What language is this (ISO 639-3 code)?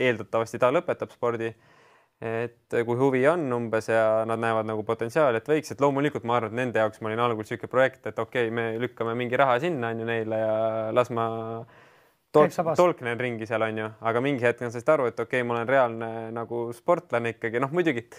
est